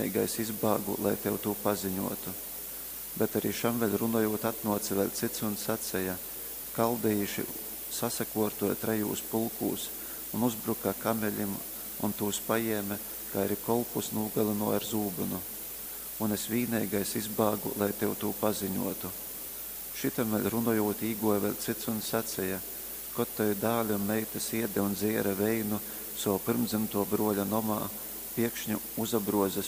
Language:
Latgalian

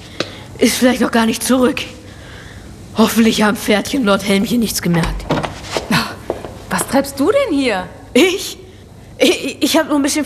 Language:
German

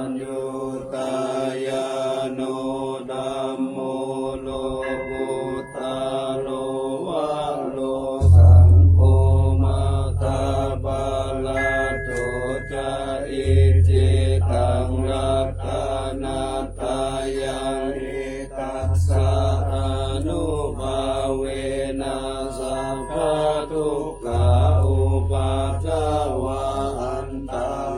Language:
Pali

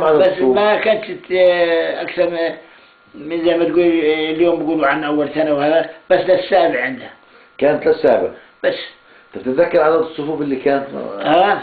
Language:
South Levantine Arabic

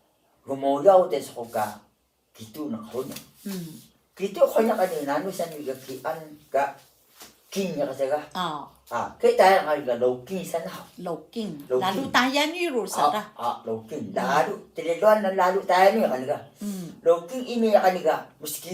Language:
Atayal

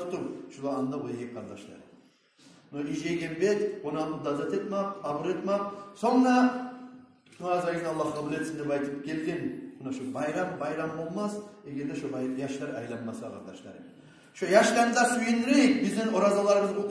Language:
Kumyk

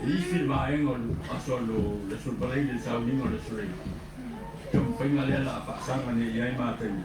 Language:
Samoan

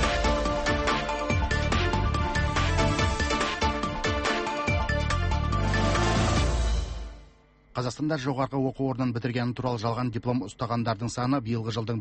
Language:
Kazakh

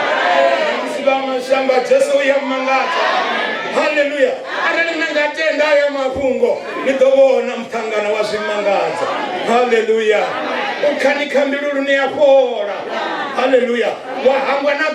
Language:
Venda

